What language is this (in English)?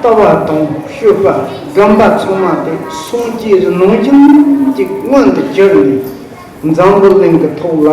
Tibetan